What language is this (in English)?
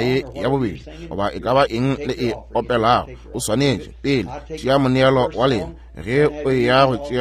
Northern Sotho